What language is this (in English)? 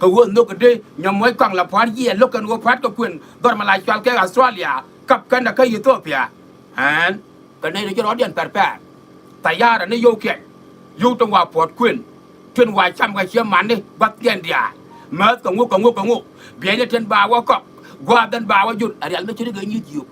Nuer